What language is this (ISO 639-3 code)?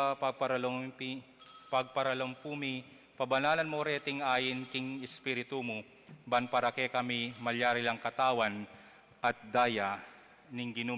pam